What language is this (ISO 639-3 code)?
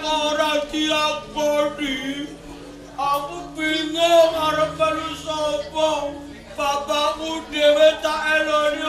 jav